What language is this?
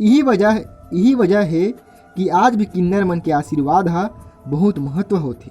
Chhattisgarhi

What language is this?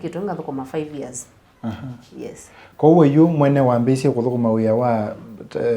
Kamba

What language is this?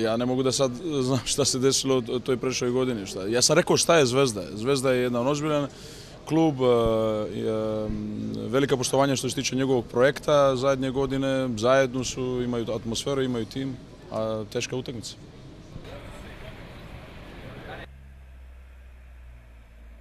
Serbian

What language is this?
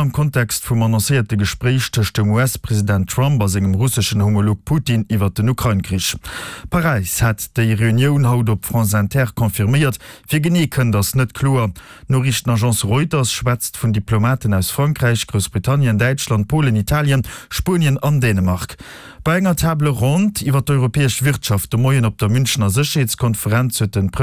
Luxembourgish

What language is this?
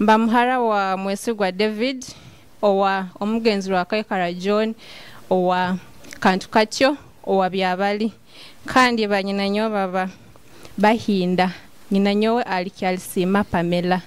Nyoro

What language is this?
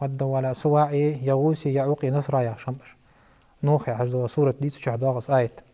Ingush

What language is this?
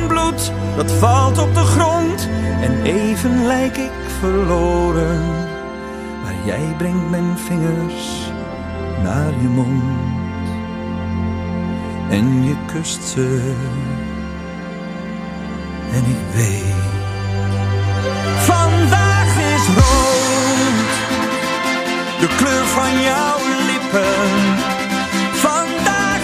Dutch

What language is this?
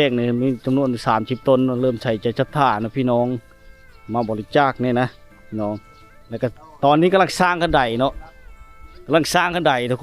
Lao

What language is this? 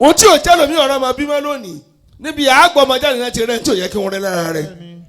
Yoruba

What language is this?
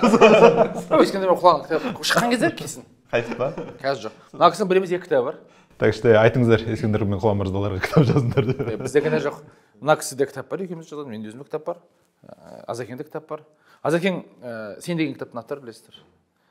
Kazakh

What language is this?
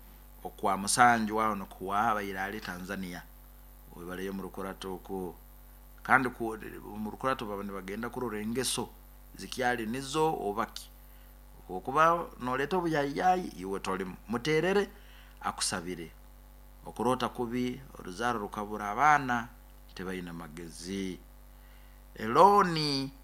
Nyoro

